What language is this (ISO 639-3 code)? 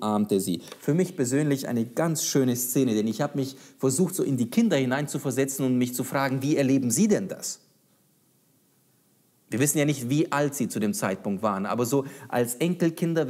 deu